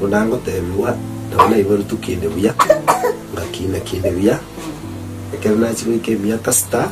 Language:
Gusii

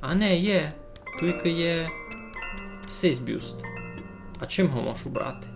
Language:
Rusyn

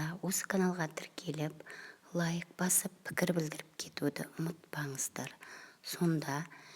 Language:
Kazakh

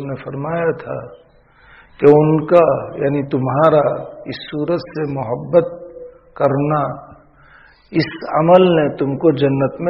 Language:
Urdu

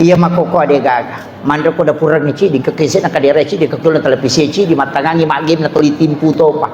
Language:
Buginese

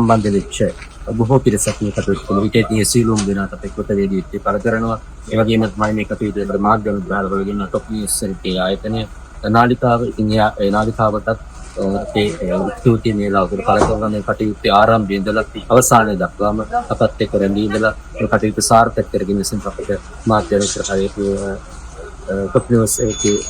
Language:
Sinhala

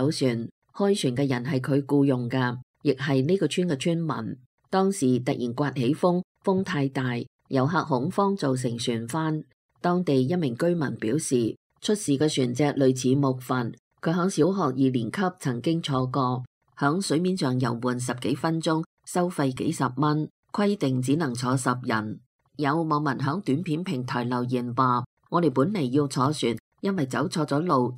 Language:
Cantonese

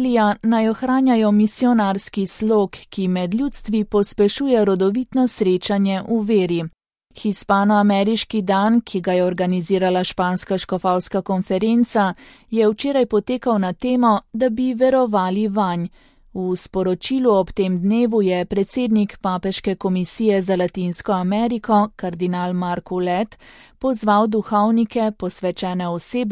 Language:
Slovenian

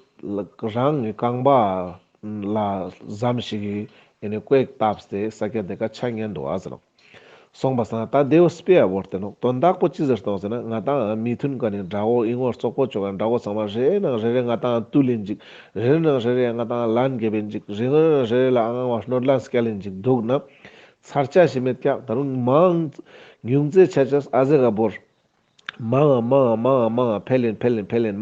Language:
Ladakhi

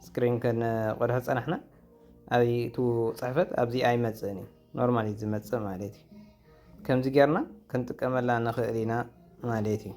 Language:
Tigrinya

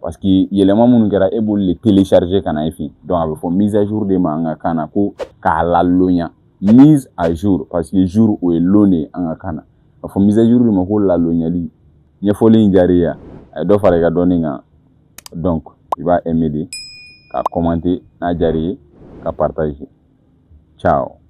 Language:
Bambara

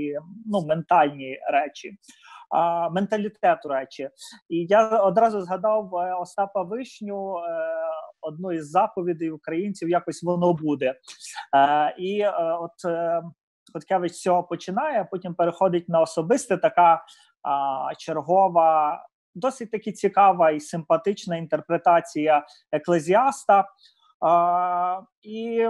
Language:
Ukrainian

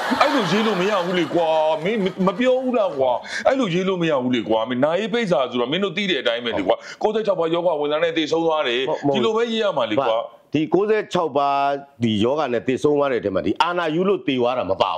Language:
Burmese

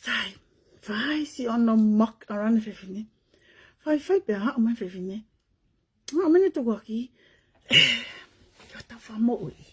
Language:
Tongan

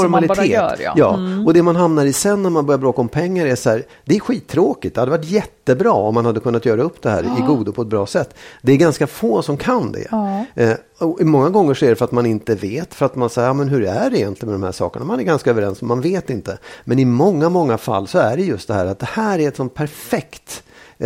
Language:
Swedish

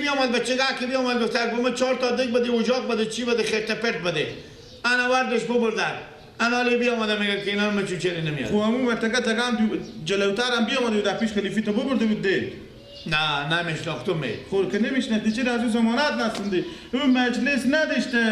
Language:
Persian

